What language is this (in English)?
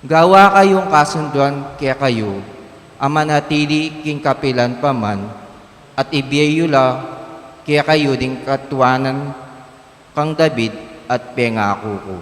Pampanga